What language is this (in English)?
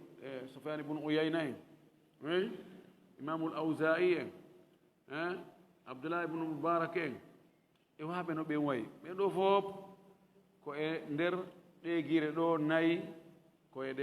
Fula